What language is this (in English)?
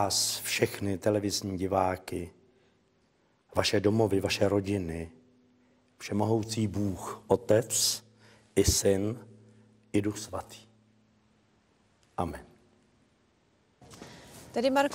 Czech